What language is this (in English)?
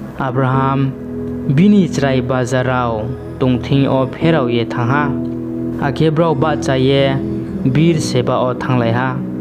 Riang (India)